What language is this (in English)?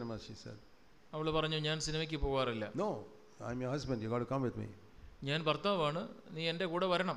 Malayalam